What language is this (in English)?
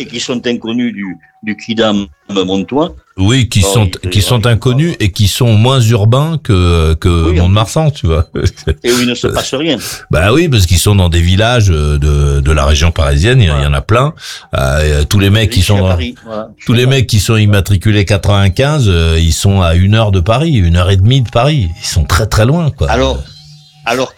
French